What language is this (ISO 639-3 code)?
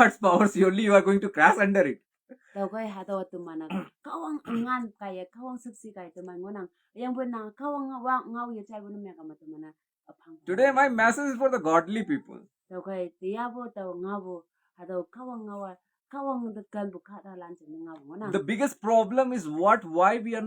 nbe